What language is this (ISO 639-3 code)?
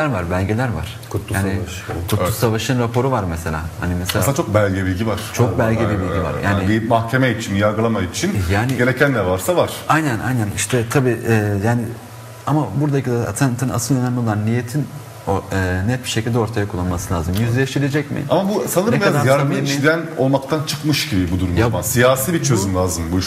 tur